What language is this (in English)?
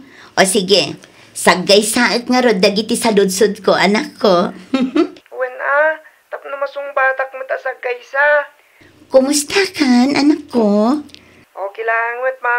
Iloko